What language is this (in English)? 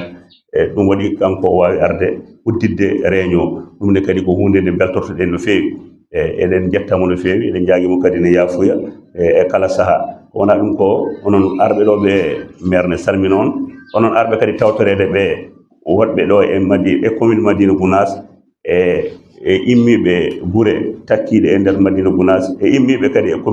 Fula